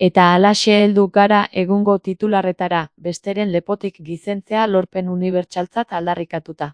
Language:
Basque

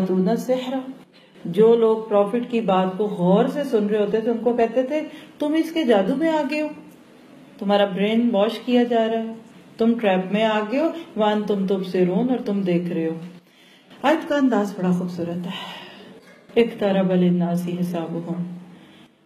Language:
Urdu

